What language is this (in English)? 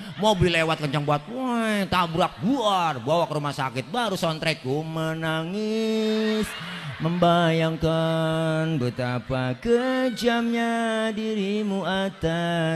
Betawi